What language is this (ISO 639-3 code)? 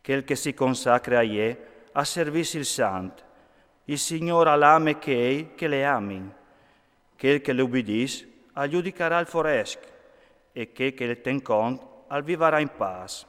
fur